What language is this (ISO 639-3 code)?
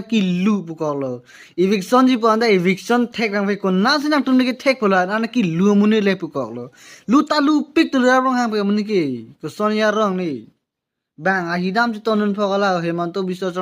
mjw